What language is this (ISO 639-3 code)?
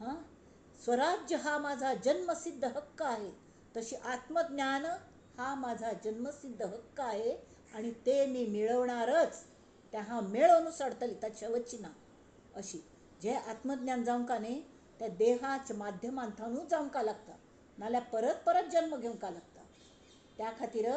kok